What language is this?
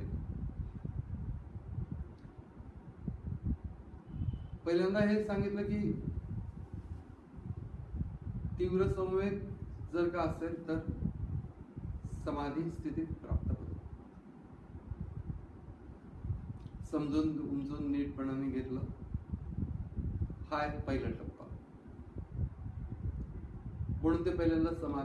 Marathi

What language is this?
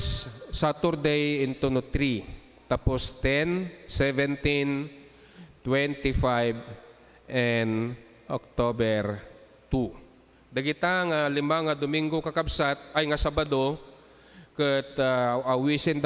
Iloko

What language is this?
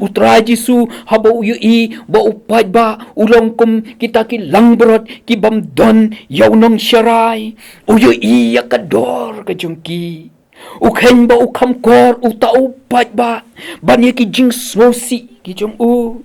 Khasi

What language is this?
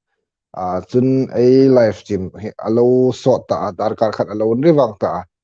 Hmar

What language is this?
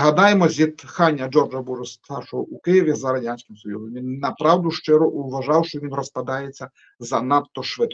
Ukrainian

